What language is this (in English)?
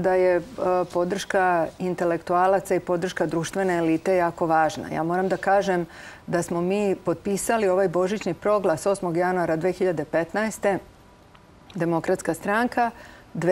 Serbian